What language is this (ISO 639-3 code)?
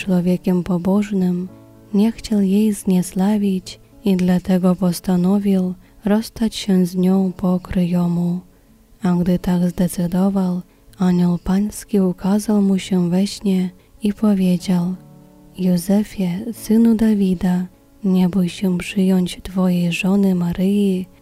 pol